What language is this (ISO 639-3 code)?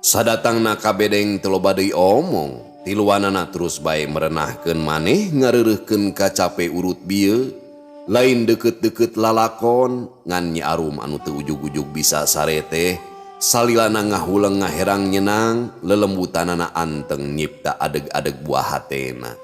sun